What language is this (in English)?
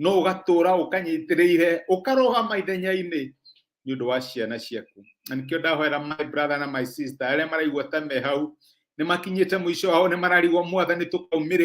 Kikuyu